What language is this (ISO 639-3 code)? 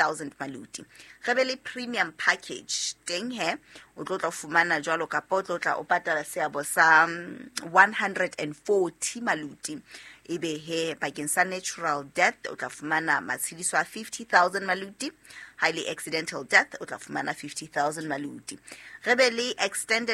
sot